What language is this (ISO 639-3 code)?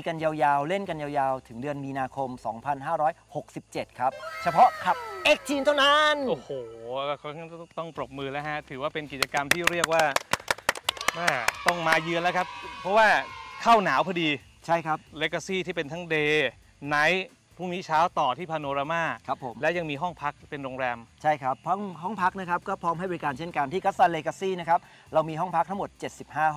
tha